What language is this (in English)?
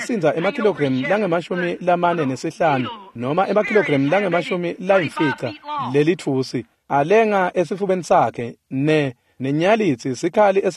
Swati